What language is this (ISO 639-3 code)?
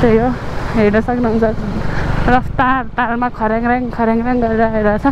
nep